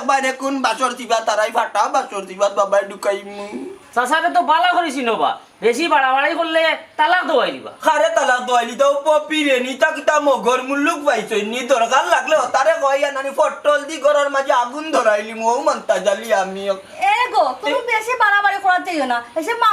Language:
Sylheti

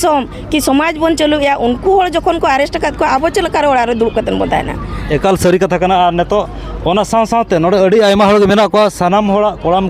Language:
Santali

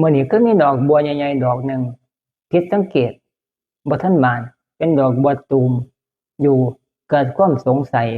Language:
Northeastern Thai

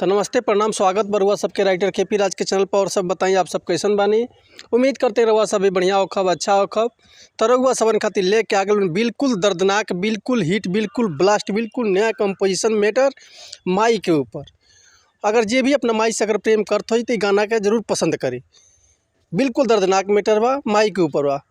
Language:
Bhojpuri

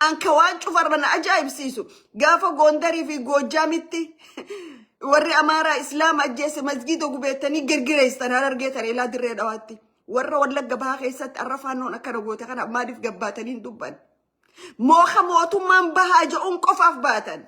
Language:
Oromo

